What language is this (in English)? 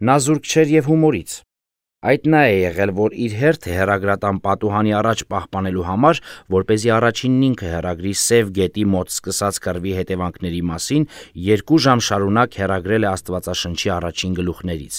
Armenian